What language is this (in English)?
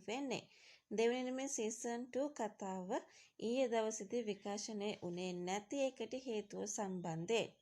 Sinhala